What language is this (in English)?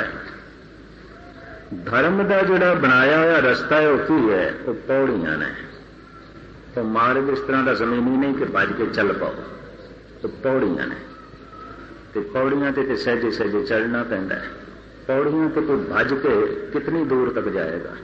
Punjabi